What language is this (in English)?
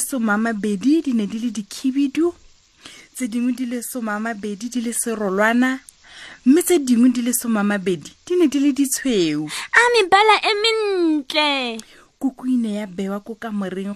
Tswana